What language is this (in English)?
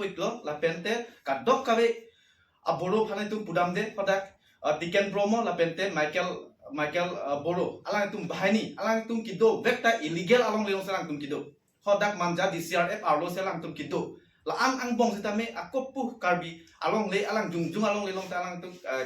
Karbi